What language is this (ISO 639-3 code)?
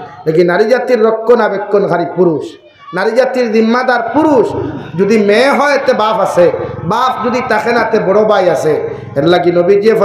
syl